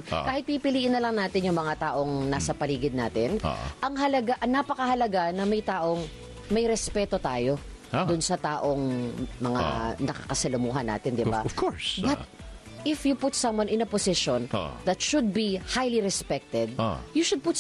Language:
Filipino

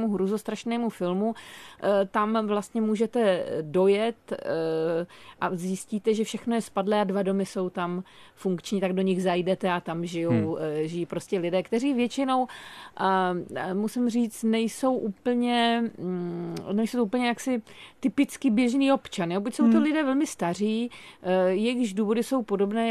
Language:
Czech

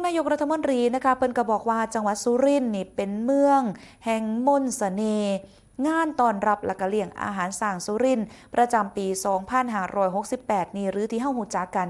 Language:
Northeastern Thai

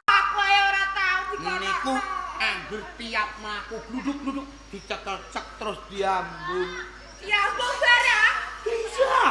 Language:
Javanese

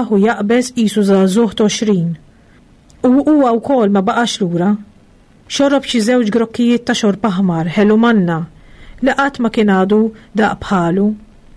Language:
Maltese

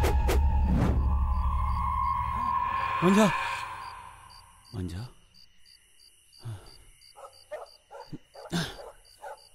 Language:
Hindi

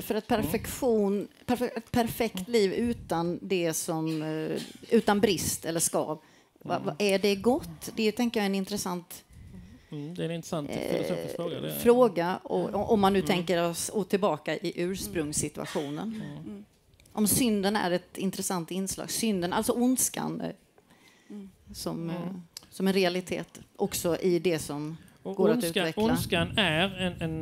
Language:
Swedish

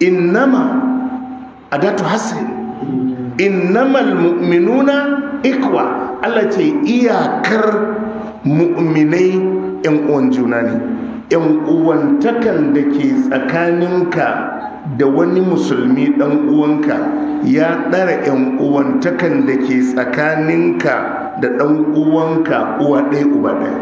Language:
Hausa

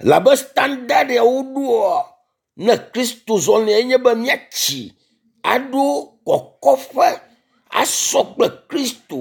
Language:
Ewe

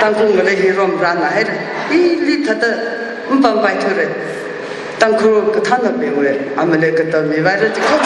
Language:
Tangkhul Naga (India)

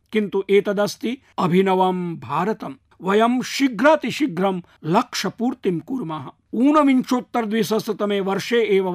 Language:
Sanskrit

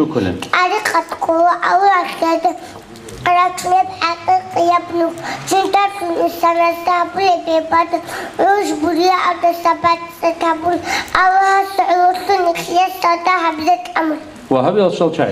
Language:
Avaric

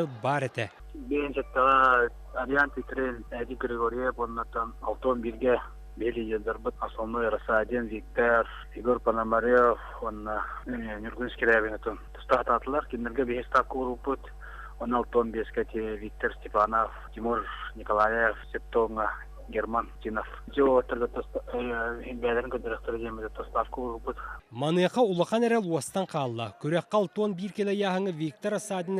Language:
Yakut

